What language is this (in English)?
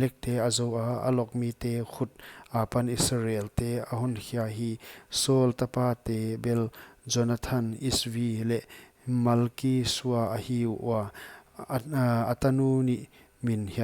Paite Chin